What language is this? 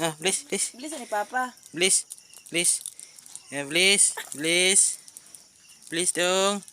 Cebuano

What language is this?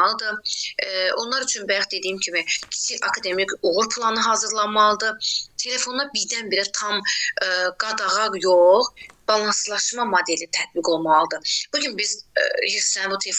Azerbaijani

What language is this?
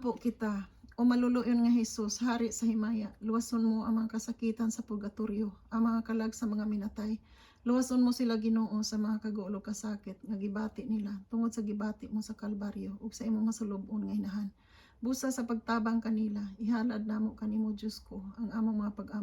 Cebuano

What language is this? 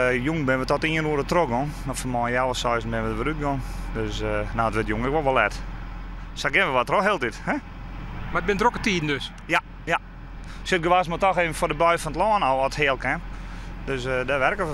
Western Frisian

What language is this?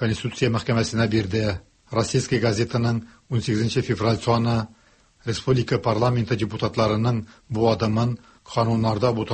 Tatar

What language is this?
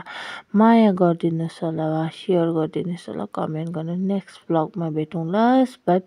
Nepali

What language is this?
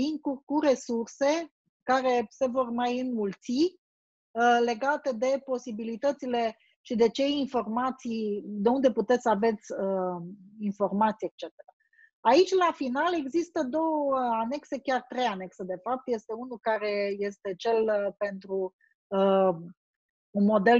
Romanian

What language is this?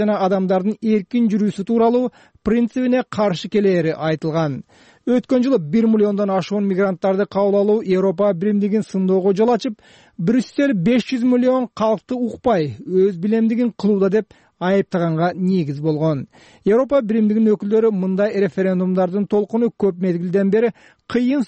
Kyrgyz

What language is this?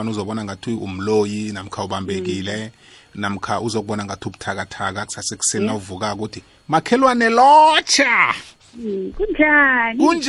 South Ndebele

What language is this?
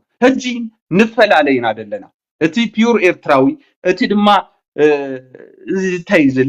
Tigrinya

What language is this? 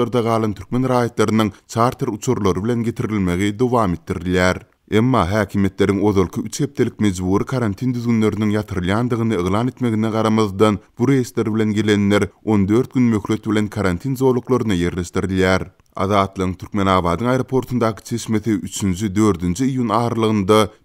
Turkmen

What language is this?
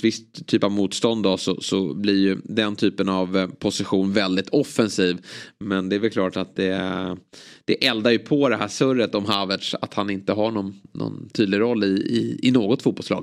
Swedish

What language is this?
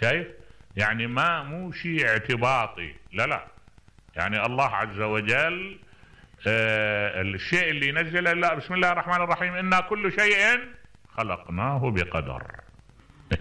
Mesopotamian Arabic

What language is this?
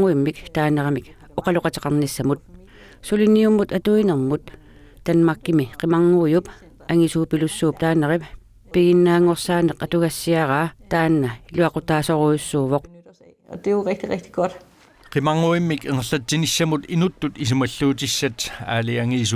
Kalaallisut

